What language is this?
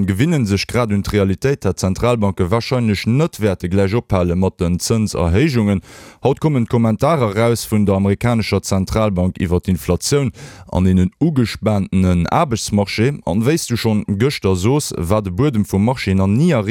Luxembourgish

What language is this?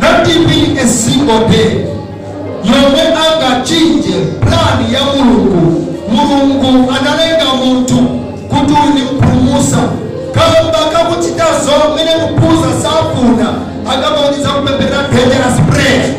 Nyanja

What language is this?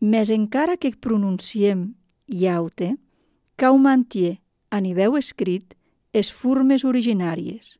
Catalan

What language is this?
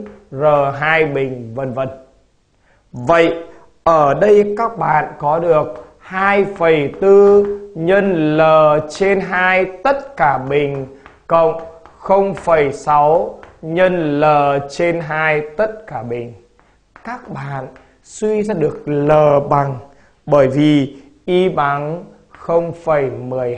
Vietnamese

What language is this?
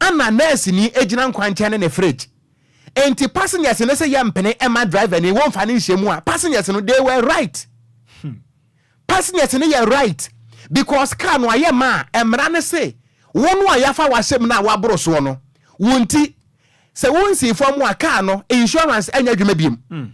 Akan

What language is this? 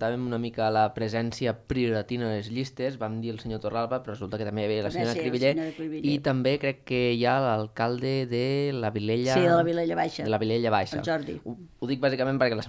Catalan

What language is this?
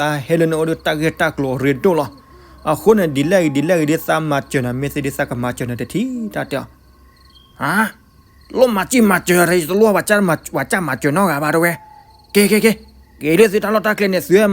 S'gaw Karen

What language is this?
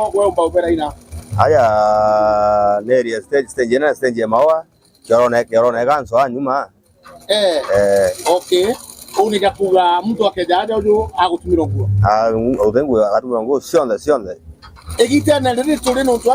Meru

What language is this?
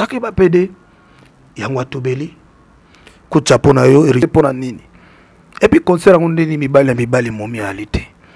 Lingala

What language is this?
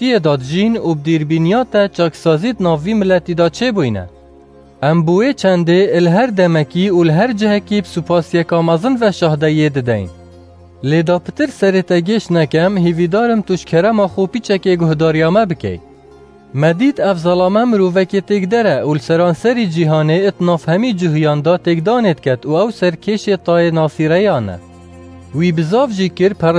Kurdish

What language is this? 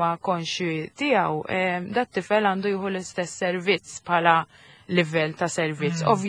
Maltese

